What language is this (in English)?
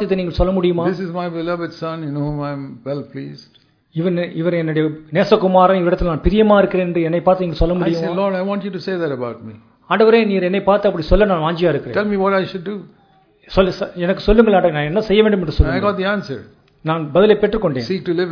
Tamil